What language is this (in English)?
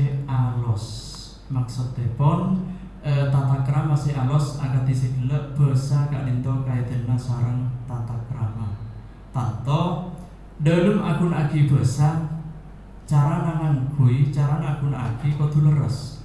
Madurese